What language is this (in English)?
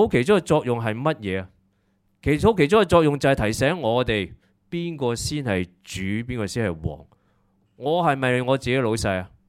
Cantonese